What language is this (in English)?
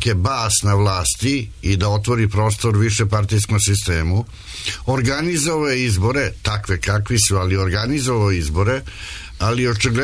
Serbian